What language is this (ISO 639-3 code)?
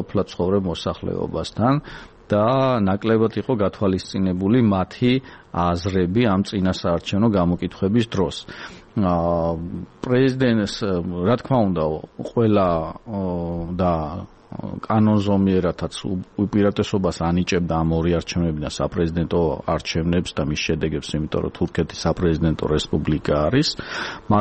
kat